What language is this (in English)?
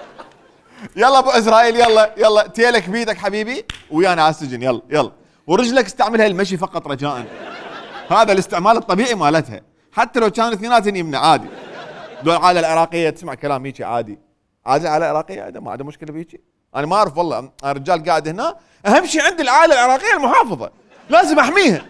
Mesopotamian Arabic